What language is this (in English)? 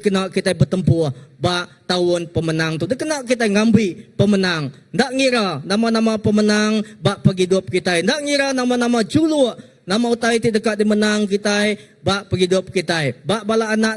Iban